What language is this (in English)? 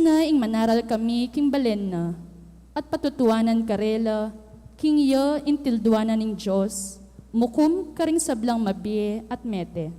Pampanga